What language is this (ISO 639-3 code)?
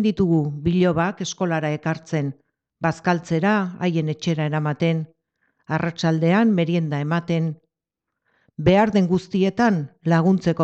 eus